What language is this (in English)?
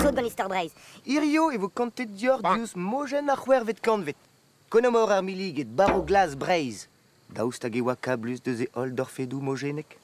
Breton